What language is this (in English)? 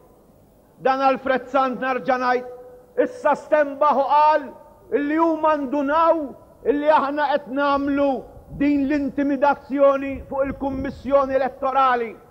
Maltese